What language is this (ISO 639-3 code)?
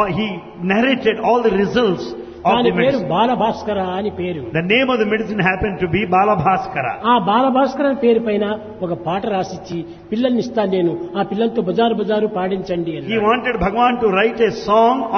tel